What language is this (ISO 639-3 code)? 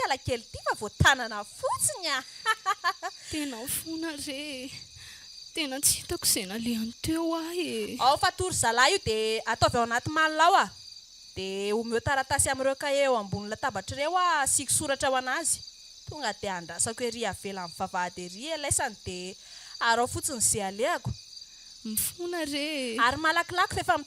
mlg